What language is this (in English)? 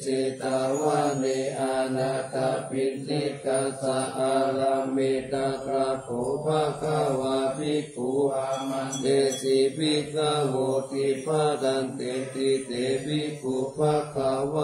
Pali